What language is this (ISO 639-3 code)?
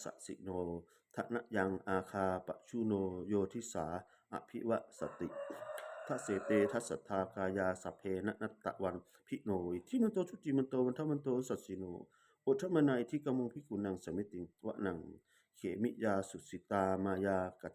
pli